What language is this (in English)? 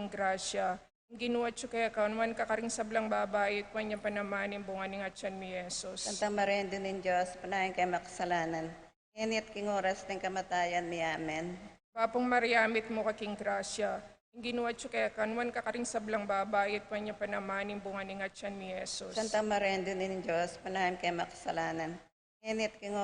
Pampanga